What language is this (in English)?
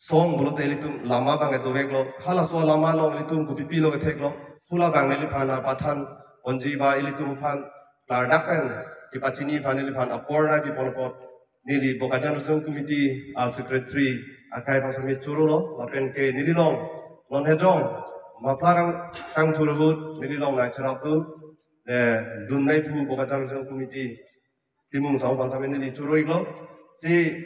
Karbi